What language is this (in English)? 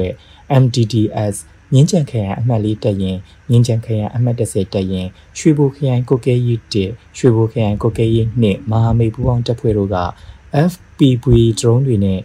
Burmese